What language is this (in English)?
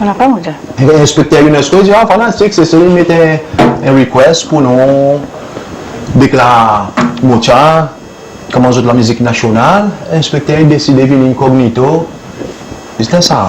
Seselwa Creole French